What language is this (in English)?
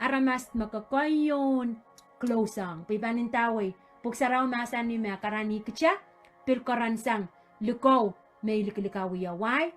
Pohnpeian